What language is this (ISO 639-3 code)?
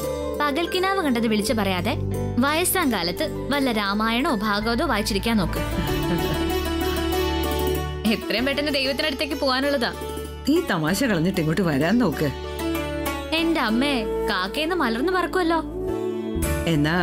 mal